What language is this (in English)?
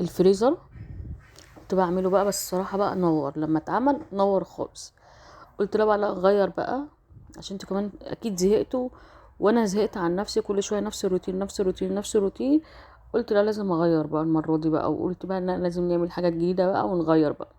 Egyptian Arabic